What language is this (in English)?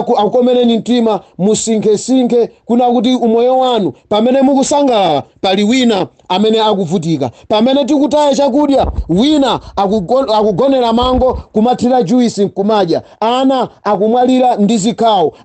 Nyanja